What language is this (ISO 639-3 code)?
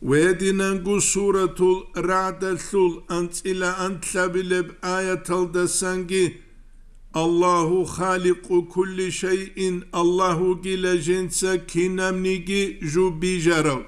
ava